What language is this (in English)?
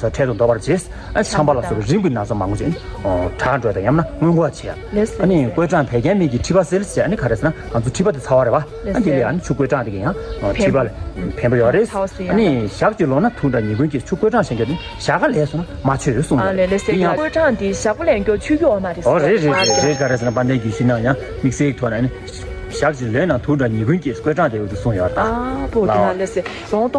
Tibetan